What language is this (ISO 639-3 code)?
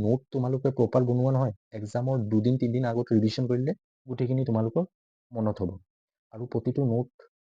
asm